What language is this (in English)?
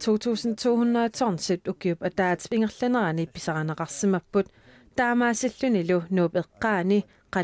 Kalaallisut